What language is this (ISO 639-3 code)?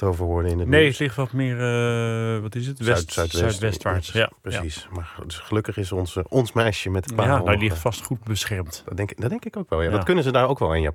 nld